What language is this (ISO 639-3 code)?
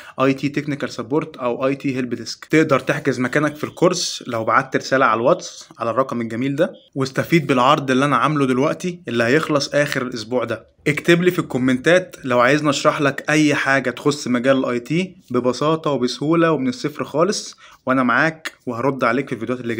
arz